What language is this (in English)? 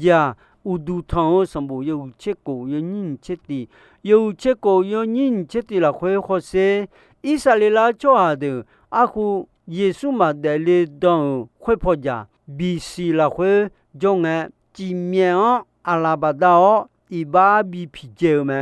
Akha